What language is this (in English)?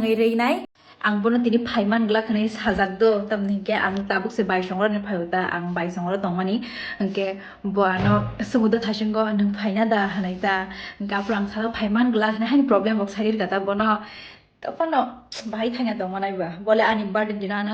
Kok Borok